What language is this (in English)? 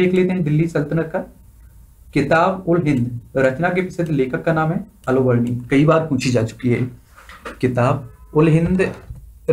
Hindi